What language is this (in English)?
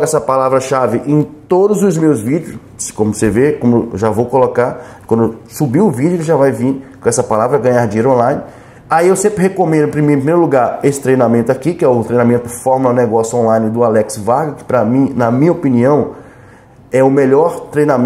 Portuguese